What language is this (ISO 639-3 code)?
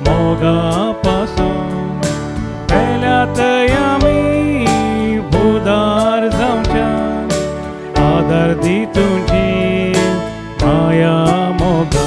kok